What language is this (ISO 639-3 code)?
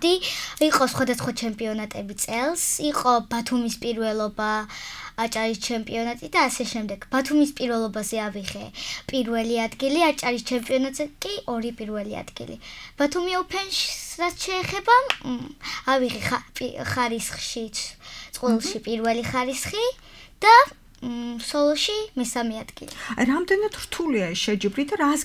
kat